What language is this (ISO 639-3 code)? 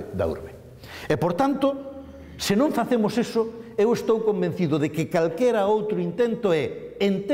glg